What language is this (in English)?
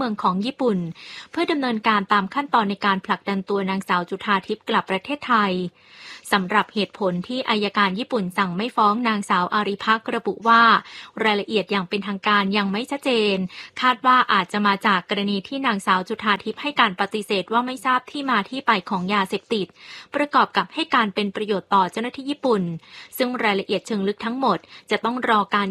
Thai